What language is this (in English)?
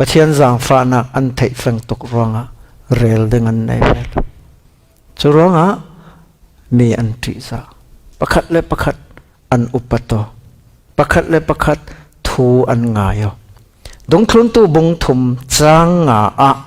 Falam Chin